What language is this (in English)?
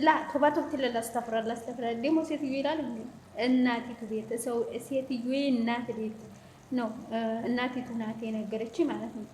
Amharic